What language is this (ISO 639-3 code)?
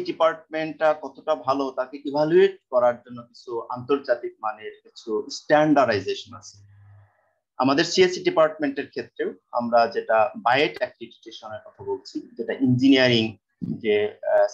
ben